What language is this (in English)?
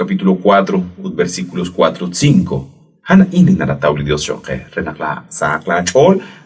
Kekchí